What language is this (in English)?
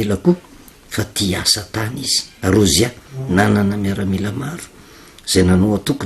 Malagasy